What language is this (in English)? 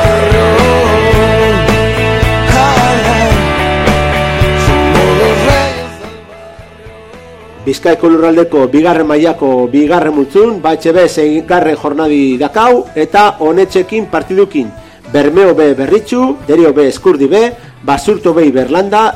Basque